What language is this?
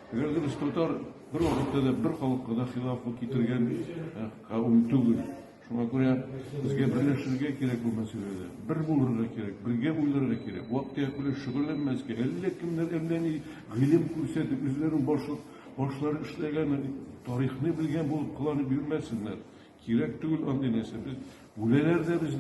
Tatar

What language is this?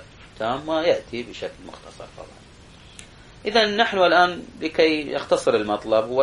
Arabic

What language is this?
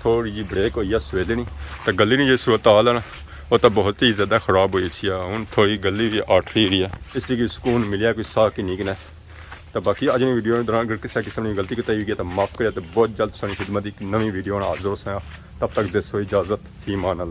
Pahari-Potwari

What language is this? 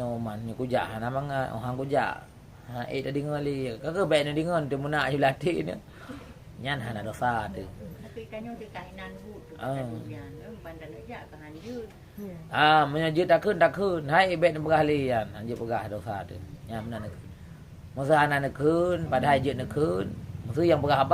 Achinese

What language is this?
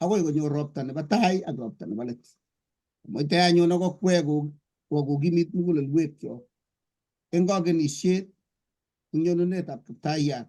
Kalenjin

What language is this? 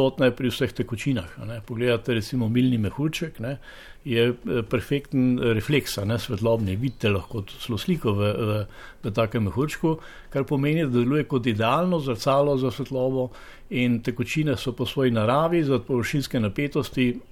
Slovenian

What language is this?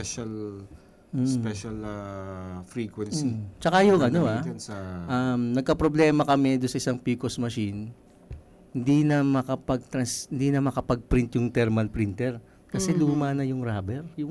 Filipino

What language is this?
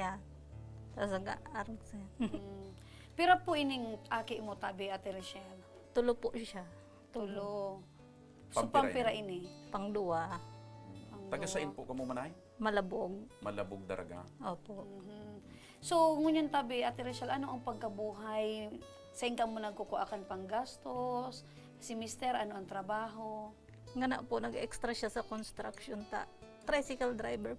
Bikol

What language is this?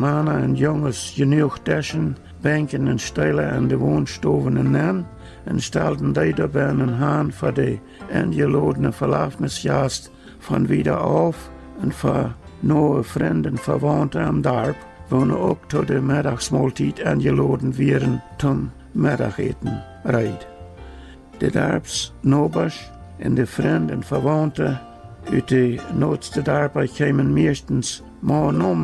Plautdietsch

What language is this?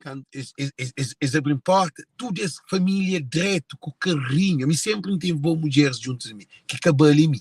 Kabuverdianu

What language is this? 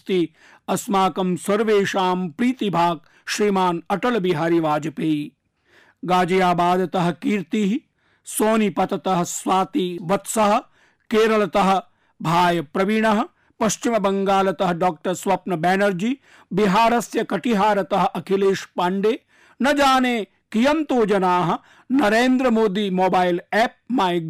Sanskrit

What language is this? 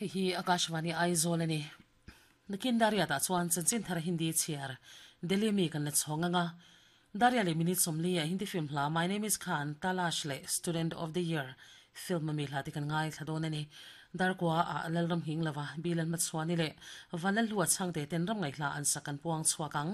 Mizo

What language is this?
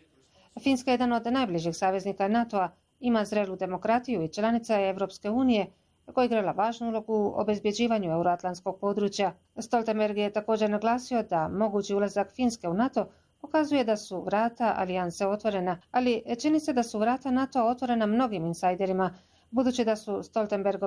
Bosnian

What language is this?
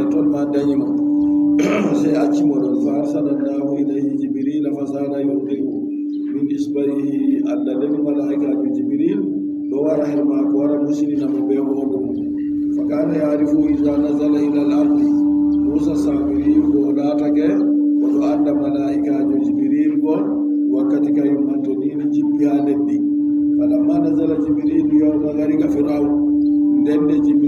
Adamawa Fulfulde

